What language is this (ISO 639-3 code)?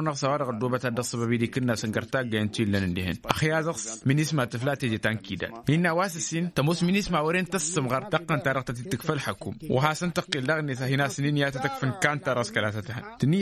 taq